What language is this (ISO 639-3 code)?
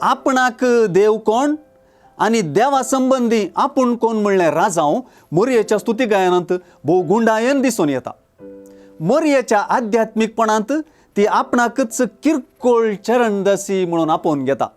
kok